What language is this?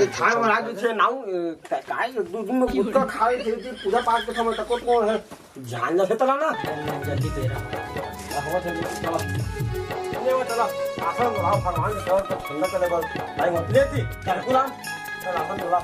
Chhattisgarhi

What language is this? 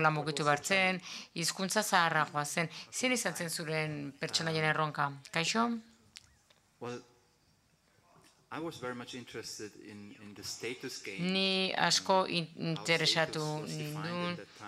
Basque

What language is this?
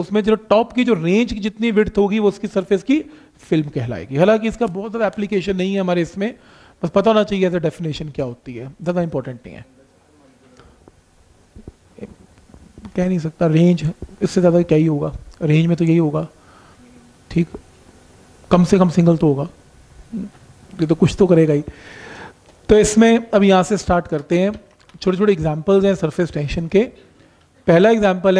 Hindi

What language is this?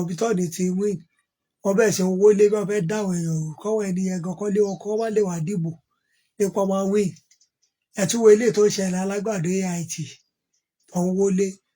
Yoruba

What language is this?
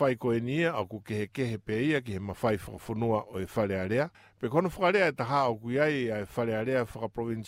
Tongan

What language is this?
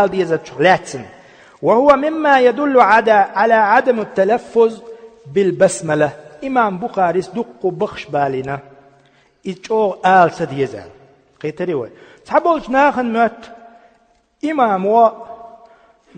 Chechen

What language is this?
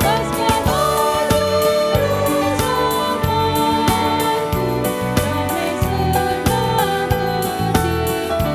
Batak Karo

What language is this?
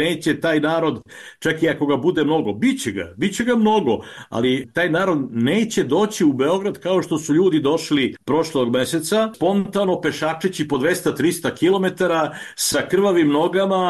Serbian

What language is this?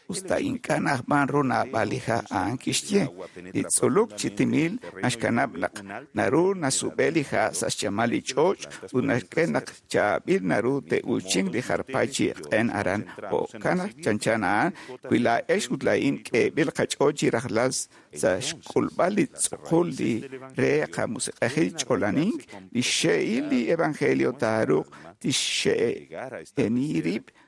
Kekchí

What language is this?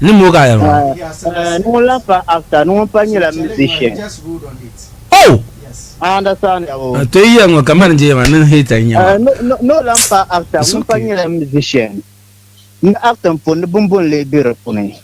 Dagbani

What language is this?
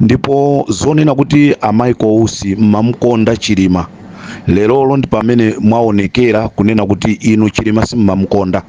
Nyanja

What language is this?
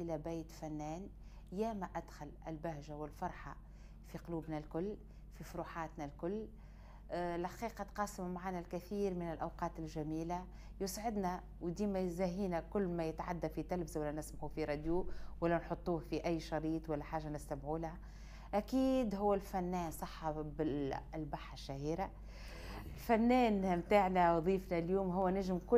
Tunisian Arabic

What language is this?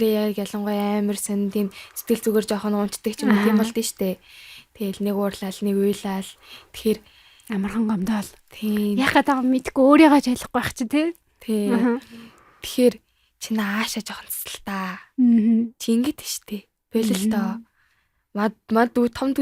Mongolian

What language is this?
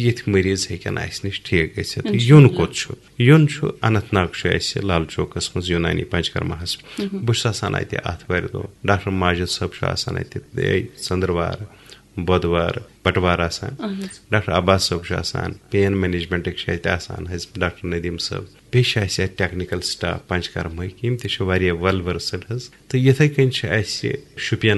Kashmiri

